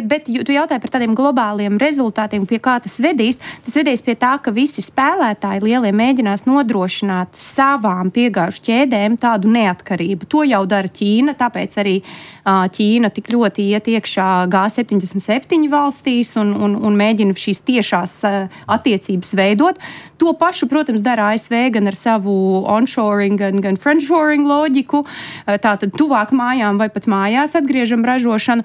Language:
Latvian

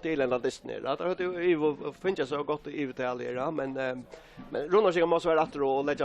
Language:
Faroese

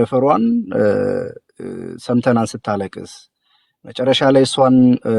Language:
Amharic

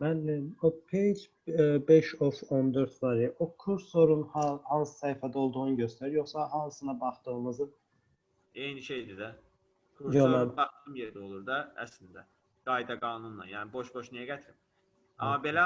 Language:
Azerbaijani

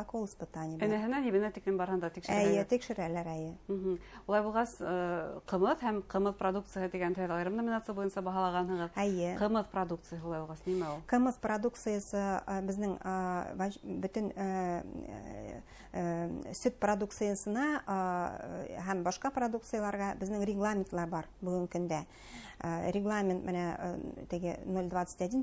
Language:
Bashkir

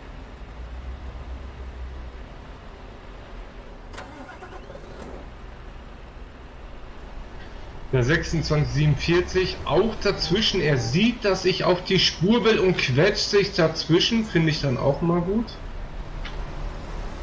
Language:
German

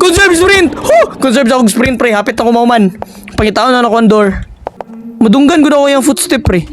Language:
Cebuano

